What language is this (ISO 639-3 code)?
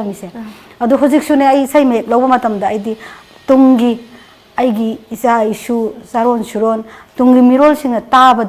mni